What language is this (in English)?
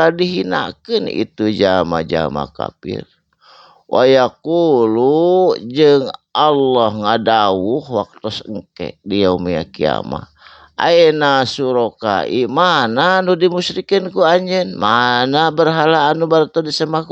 Sundanese